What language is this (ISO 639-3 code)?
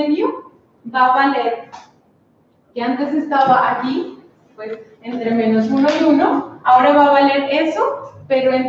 spa